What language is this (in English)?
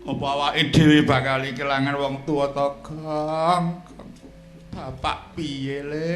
Javanese